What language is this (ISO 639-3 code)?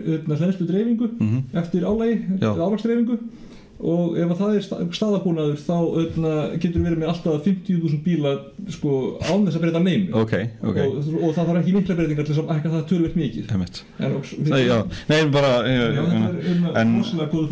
isl